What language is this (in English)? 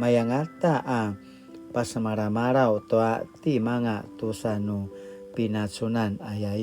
Paiwan